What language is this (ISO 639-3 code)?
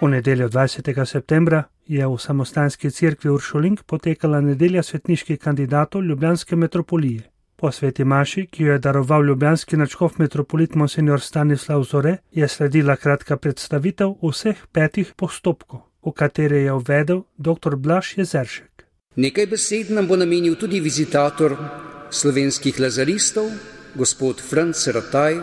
slv